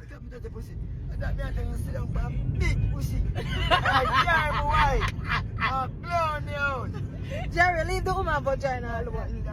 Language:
Jamaican Creole English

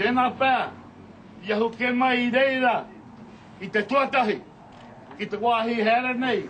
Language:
Māori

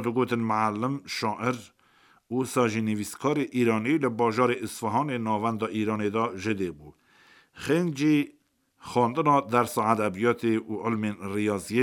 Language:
Kurdish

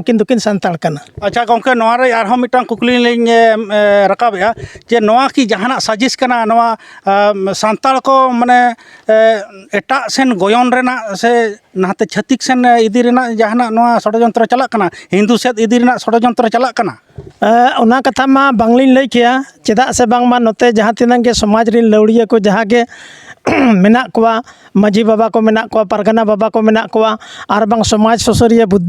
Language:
Santali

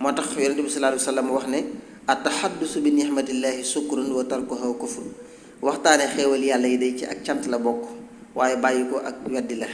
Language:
Wolof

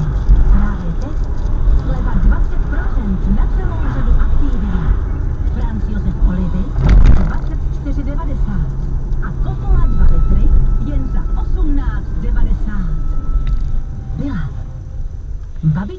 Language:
Czech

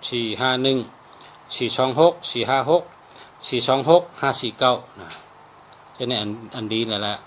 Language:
Shan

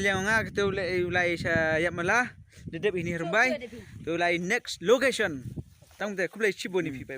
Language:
Khasi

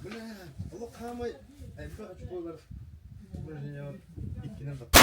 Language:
Yakut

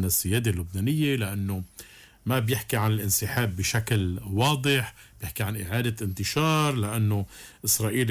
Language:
North Levantine Arabic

